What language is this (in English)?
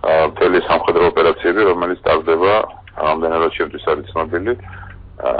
Georgian